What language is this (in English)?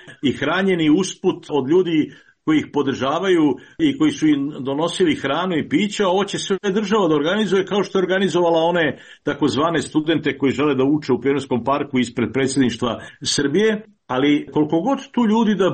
Serbian